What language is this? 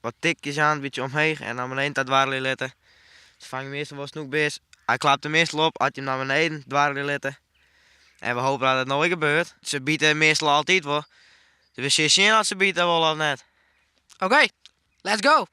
Western Frisian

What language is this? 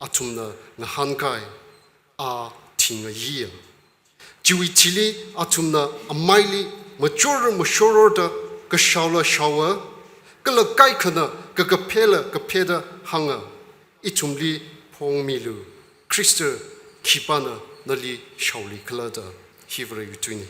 Tangkhul Naga (India)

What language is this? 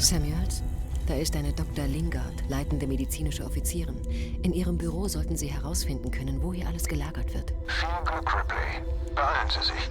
Bavarian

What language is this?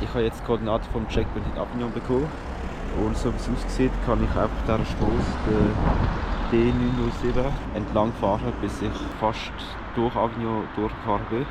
Swiss German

